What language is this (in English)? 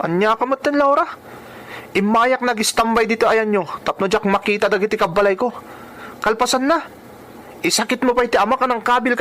Iloko